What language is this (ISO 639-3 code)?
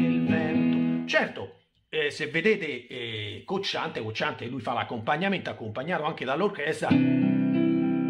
ita